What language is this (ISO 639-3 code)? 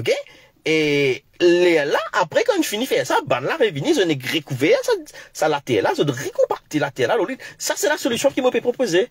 mfe